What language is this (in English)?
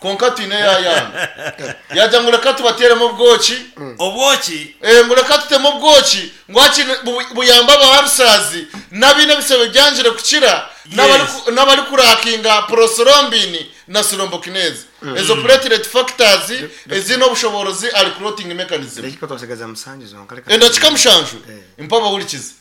Nyankole